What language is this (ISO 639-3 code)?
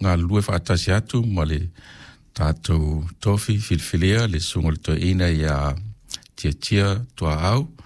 smo